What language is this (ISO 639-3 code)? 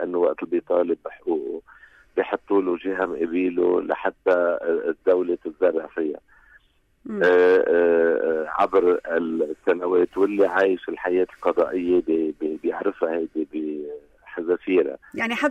apc